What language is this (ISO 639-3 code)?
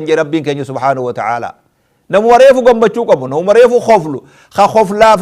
orm